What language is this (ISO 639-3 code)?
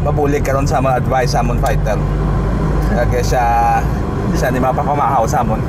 hil